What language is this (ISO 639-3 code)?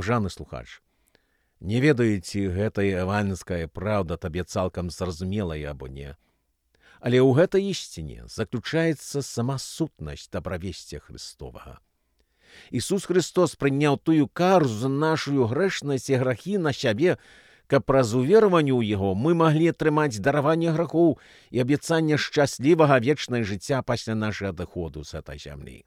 bel